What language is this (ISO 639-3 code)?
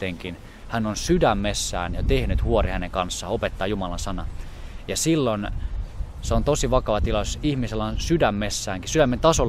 fin